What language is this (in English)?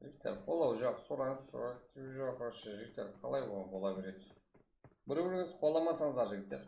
Kara-Kalpak